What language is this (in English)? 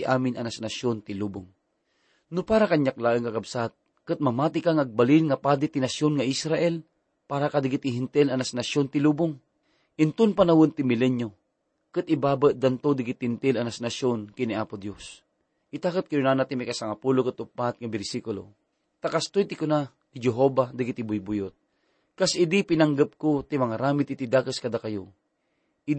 Iloko